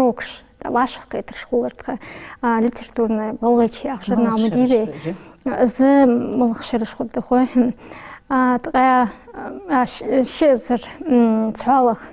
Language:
Ingush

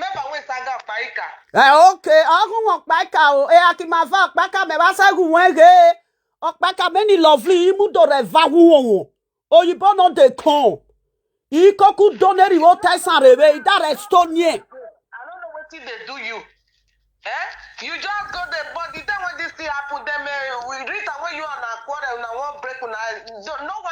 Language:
Nigerian Pidgin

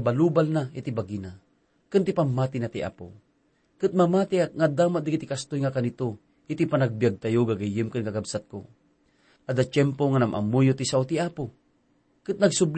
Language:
Iloko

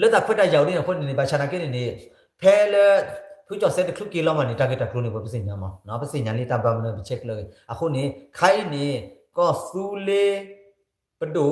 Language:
S'gaw Karen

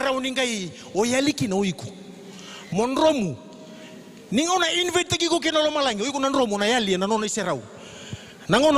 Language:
Fijian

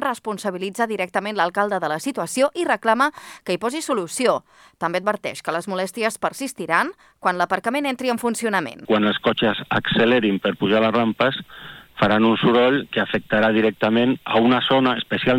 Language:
Catalan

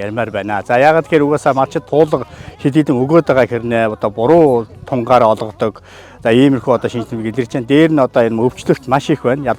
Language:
Mongolian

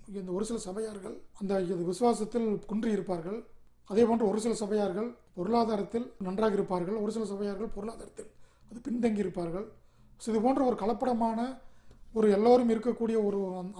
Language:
Tamil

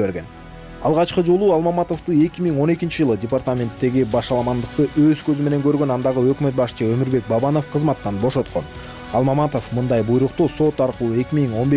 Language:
Kyrgyz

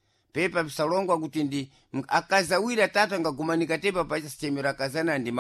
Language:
Sena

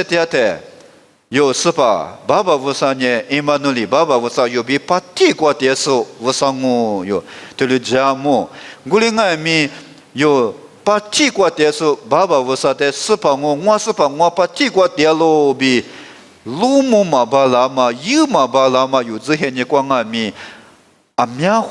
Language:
Lisu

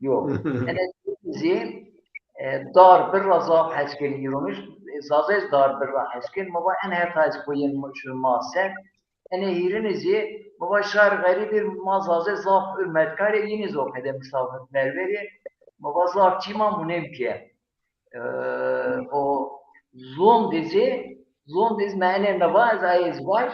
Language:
Zaza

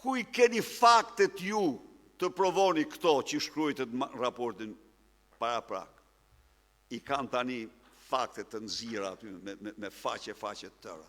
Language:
Albanian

